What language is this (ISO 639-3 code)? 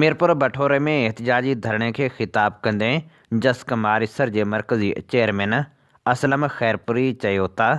snd